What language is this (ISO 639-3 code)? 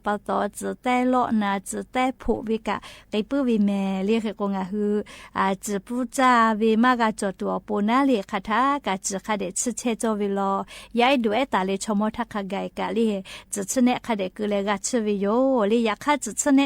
lhu